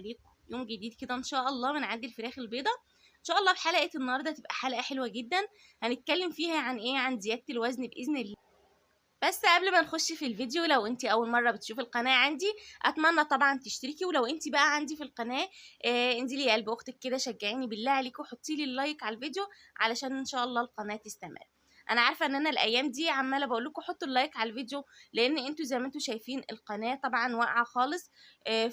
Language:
Egyptian Arabic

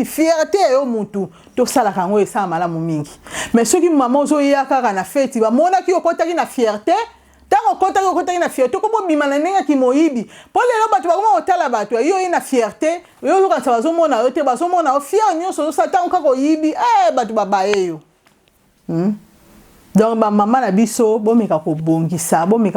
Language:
Lingala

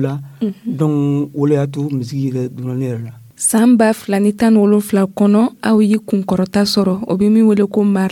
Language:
Dyula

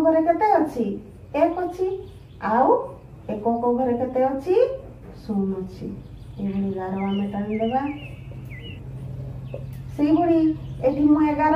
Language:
Odia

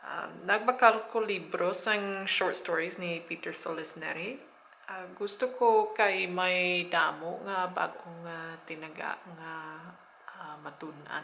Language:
Hiligaynon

